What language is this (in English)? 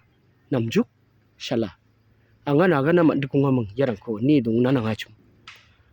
Garo